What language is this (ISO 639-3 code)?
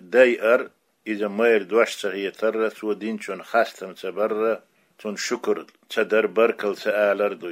che